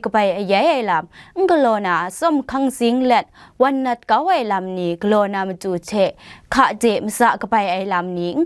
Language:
Kachin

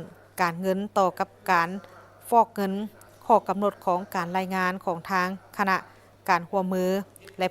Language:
Lao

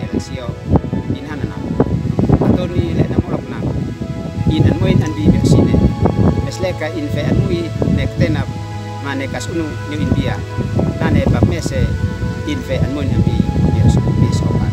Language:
Uab Meto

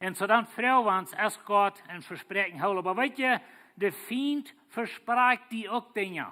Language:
Plautdietsch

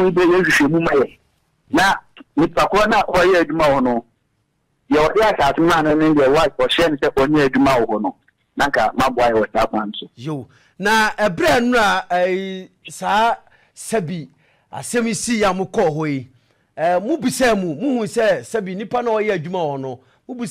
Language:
Akan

